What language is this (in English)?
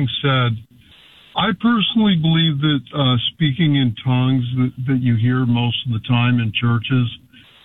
English